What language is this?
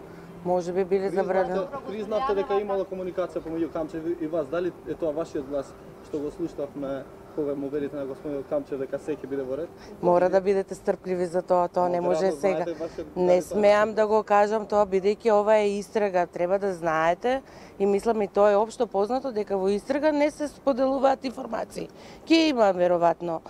Macedonian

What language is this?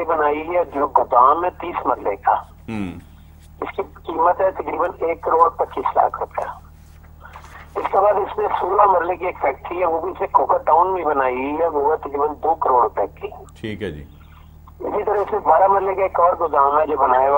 Urdu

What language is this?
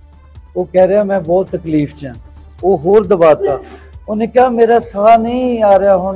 Punjabi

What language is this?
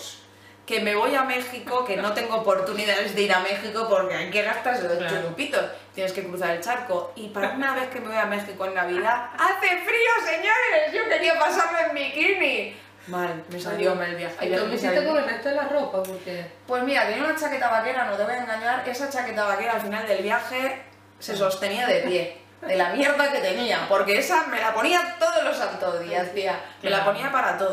Spanish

